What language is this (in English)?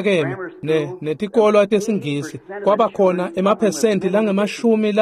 Swati